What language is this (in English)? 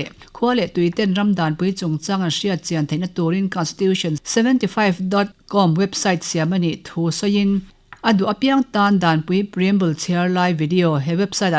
Mizo